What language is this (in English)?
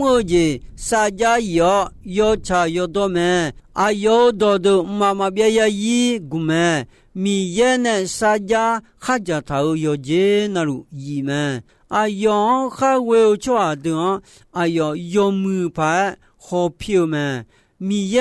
Akha